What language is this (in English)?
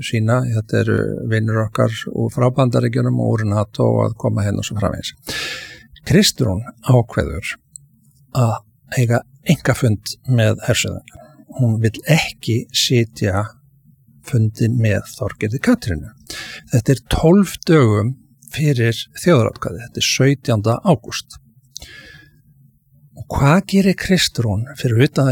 Icelandic